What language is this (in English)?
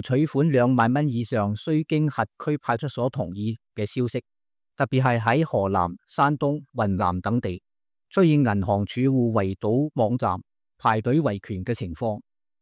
Cantonese